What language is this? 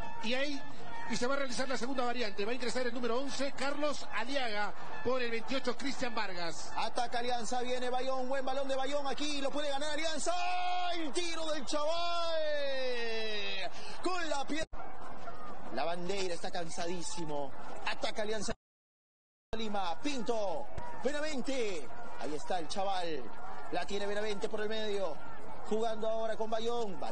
Spanish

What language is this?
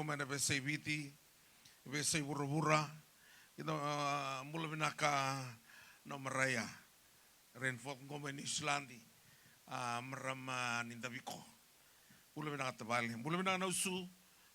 Fijian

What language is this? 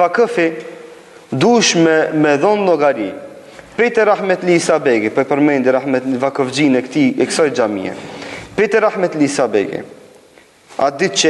Albanian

